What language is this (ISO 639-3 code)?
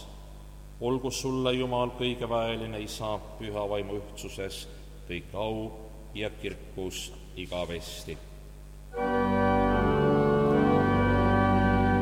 est